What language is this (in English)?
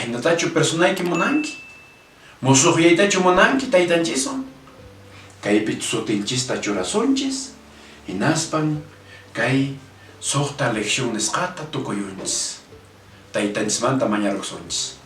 Quechua